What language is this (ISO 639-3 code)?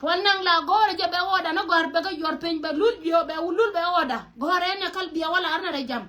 nus